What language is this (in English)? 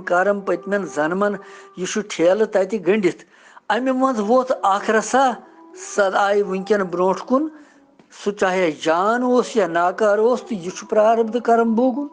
Kashmiri